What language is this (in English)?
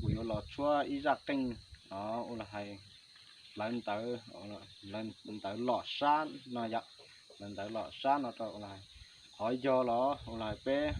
Hmong